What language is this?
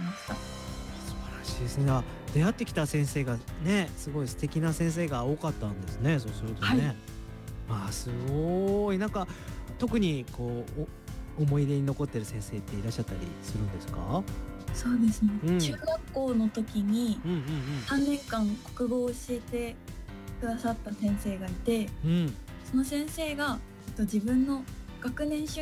Japanese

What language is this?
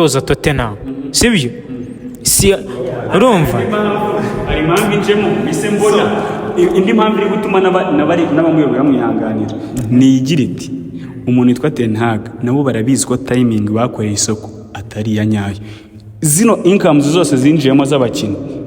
Kinyarwanda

